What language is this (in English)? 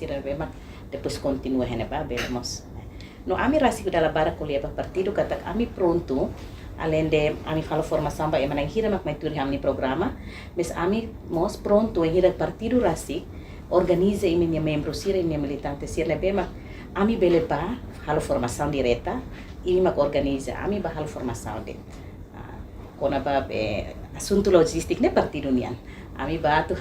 Tetum